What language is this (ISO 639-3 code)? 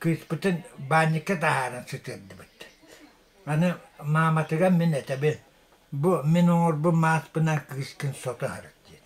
sah